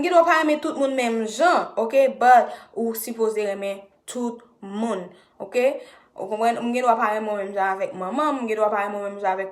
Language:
Haitian Creole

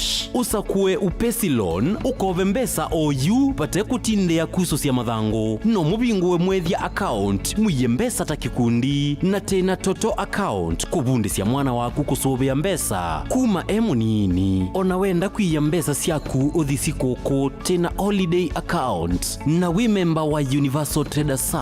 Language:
Kamba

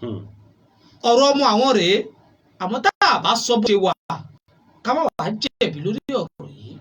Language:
Yoruba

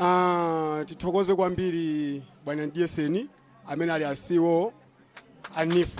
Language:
Nyanja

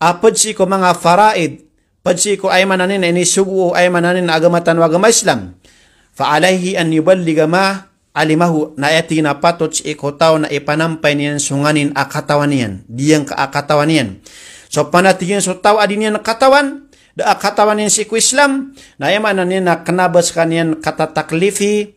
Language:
Maranao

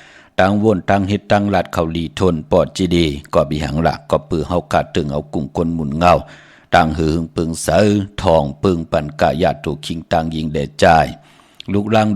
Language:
Shan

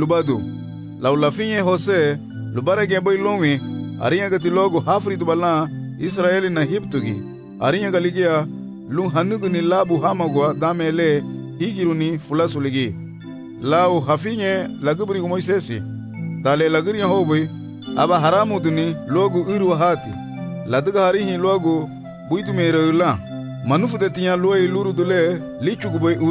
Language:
Garifuna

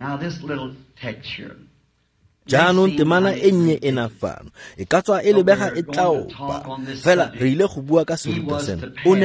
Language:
Tswana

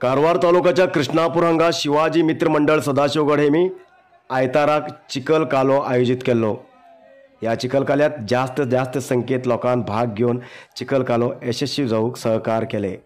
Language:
Konkani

